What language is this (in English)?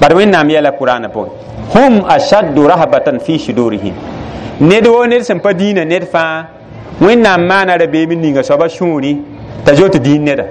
Mossi